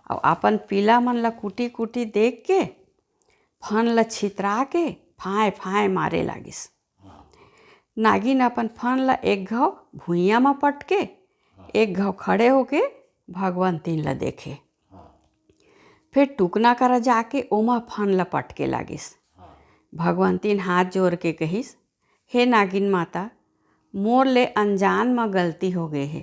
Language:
Chhattisgarhi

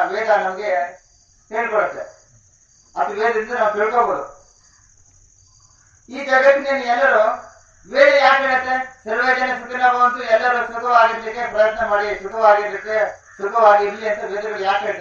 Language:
Kannada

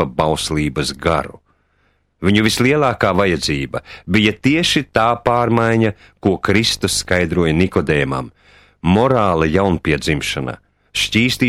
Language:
Latvian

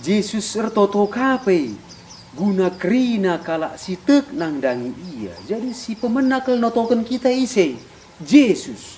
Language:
Batak Karo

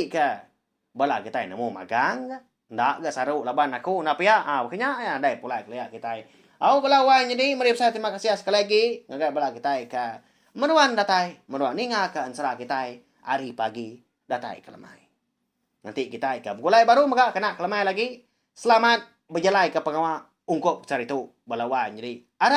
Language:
Iban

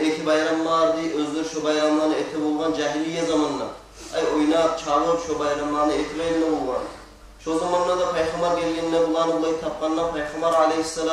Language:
Kumyk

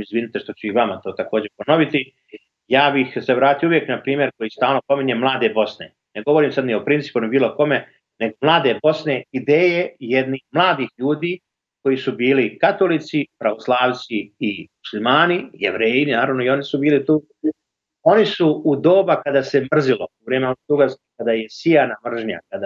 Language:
Bosnian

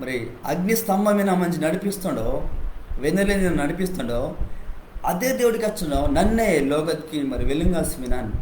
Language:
Koya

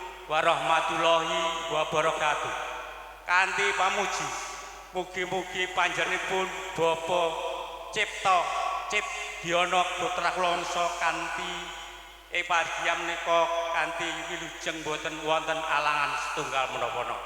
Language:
Javanese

